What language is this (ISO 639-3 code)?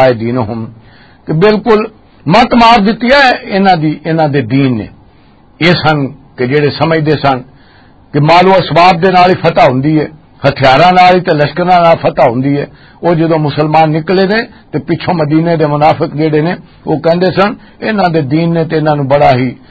lah